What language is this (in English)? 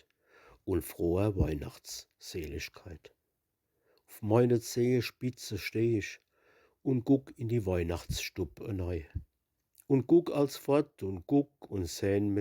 Palatine German